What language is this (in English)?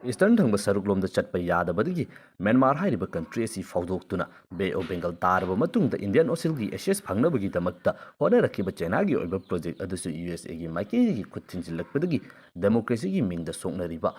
Manipuri